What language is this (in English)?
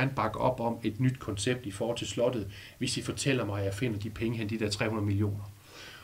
Danish